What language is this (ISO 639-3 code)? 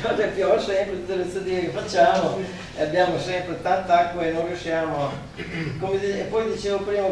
ita